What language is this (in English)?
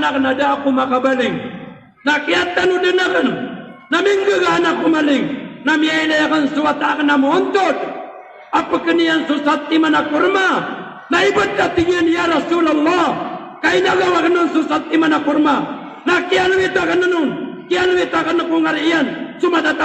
Maranao